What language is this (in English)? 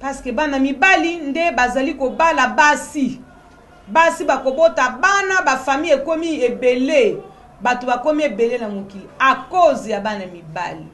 Lingala